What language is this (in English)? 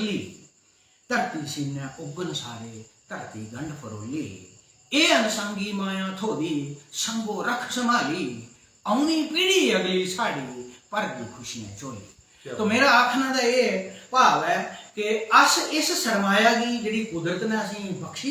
Dogri